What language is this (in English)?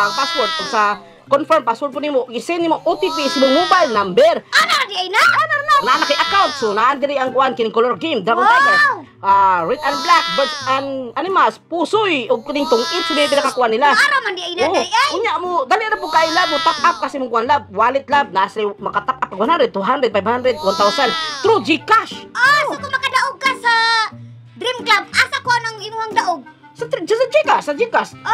Cebuano